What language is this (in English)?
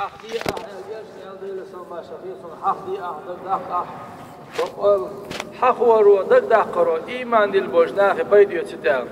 Chechen